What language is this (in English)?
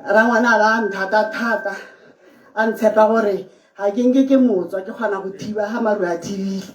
Tswana